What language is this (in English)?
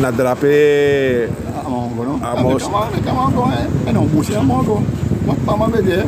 Sranan Tongo